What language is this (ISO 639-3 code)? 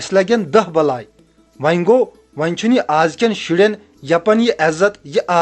kas